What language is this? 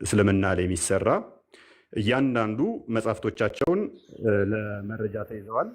Amharic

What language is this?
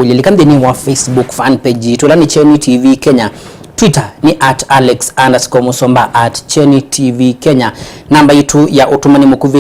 Kamba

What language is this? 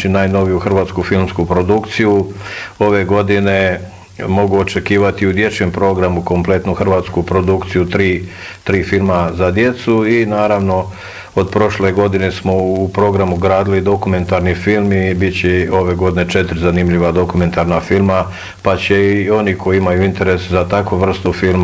Bosnian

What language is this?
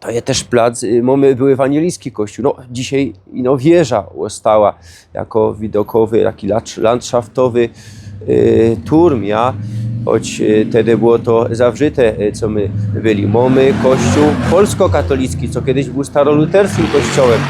Silesian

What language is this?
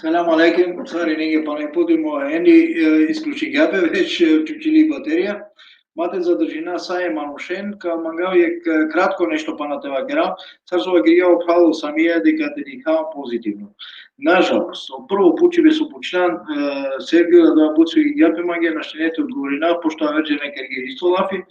Balkan Romani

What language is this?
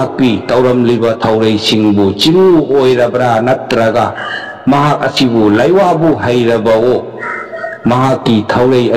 Manipuri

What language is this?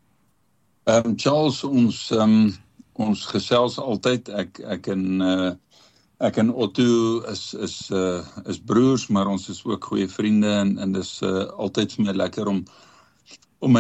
Afrikaans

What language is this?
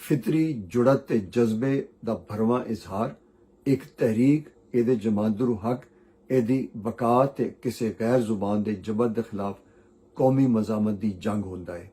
Western Panjabi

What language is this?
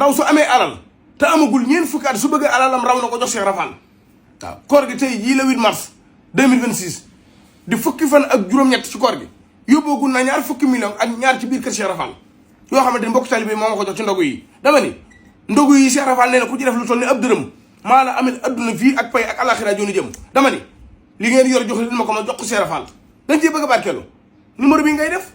Wolof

